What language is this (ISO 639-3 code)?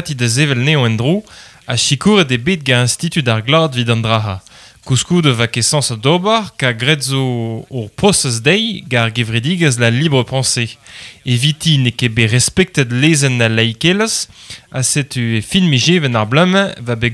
bre